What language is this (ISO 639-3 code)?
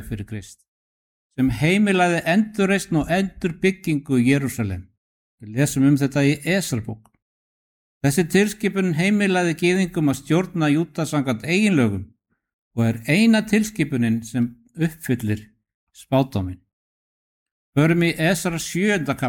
isl